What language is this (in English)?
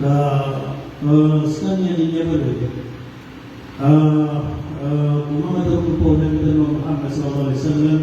Maranao